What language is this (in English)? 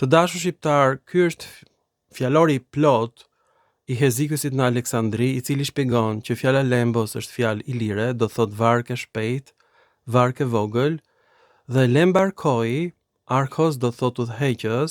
Albanian